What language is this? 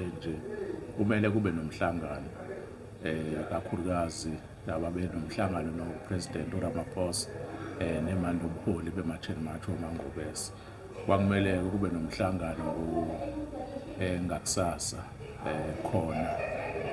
Zulu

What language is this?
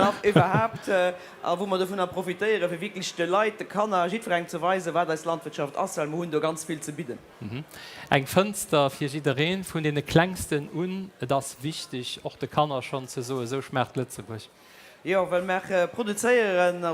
Luxembourgish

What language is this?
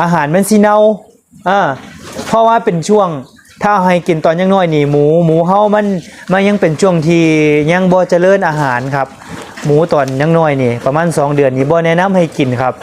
Northeastern Thai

